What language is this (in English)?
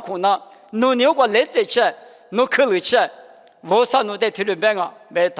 Lisu